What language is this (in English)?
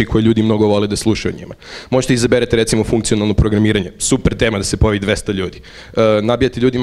Serbian